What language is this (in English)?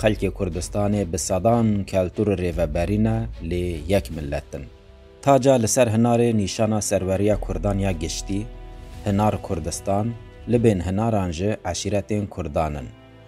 Kurdish